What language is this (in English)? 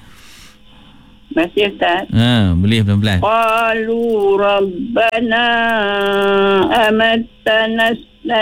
Malay